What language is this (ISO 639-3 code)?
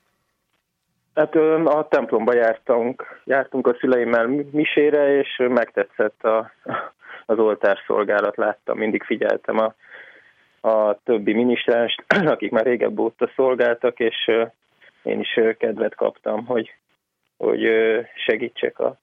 hun